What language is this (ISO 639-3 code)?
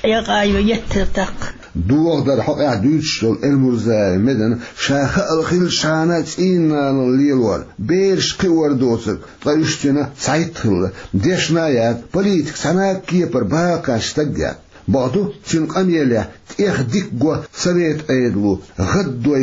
che